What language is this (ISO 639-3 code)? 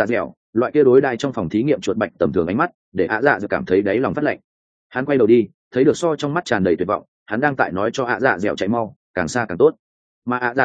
vie